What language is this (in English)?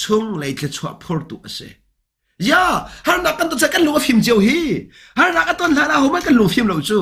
Hakha Chin